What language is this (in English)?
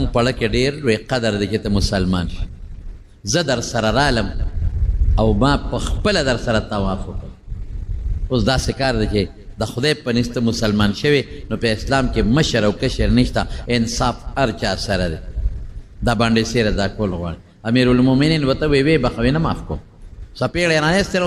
Pashto